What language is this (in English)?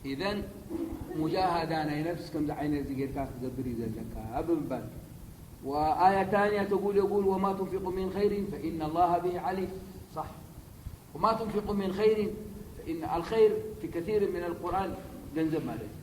Tigrinya